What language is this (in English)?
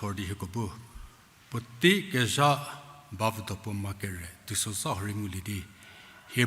Angami Naga